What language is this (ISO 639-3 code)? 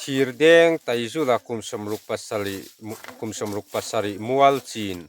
lus